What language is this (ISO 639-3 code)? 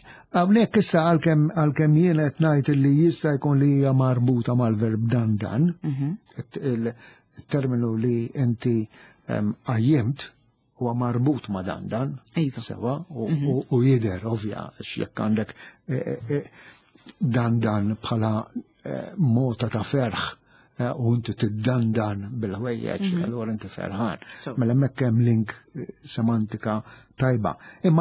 mlt